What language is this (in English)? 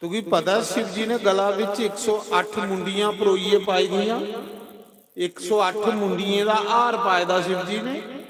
Dogri